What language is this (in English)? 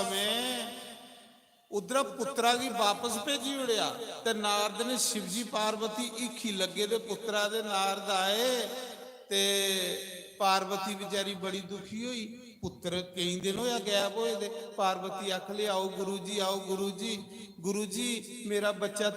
Dogri